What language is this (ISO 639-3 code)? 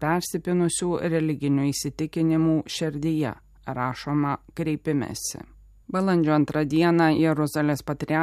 lit